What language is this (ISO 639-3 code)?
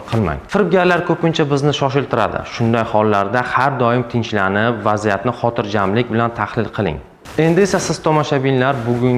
uzb